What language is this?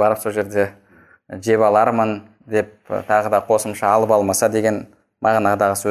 Kazakh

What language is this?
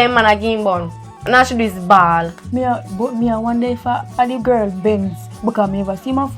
Jamaican Creole English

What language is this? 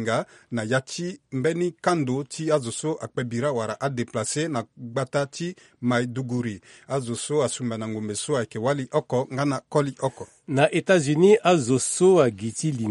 Sango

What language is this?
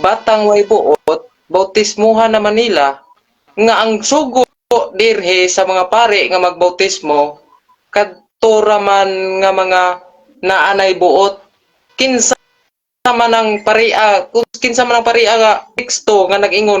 Cebuano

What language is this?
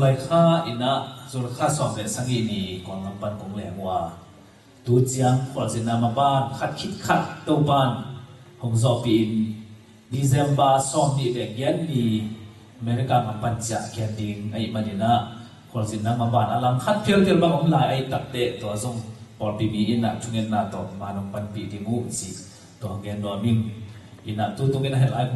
Tedim Chin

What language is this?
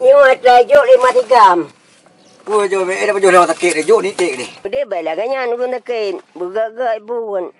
Achinese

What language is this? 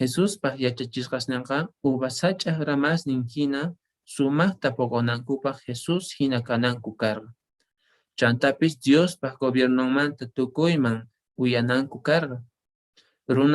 Quechua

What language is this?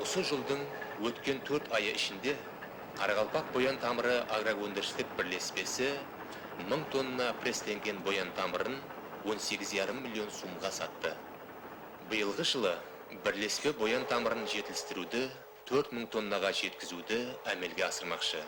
Kara-Kalpak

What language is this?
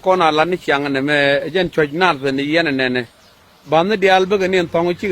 Nuer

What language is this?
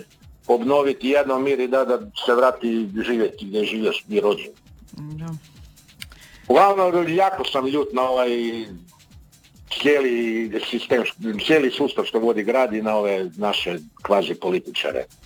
Croatian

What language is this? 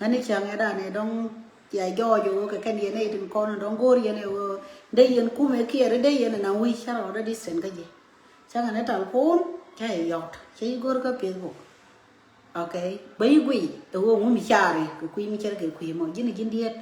Nuer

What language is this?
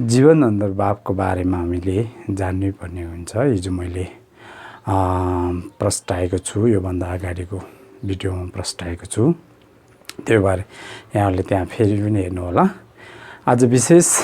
Nepali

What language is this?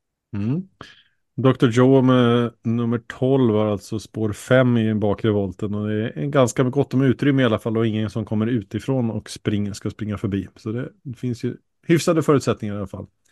Swedish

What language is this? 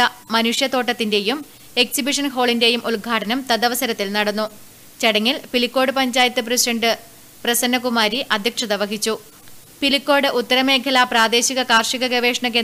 Malayalam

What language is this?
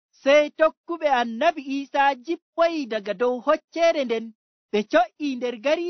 Nigerian Fulfulde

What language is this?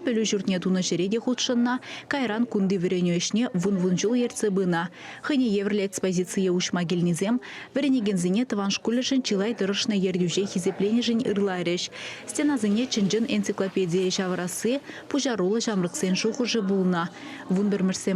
Chuvash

